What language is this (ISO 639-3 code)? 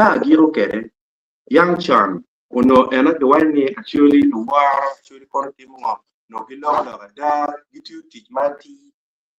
ach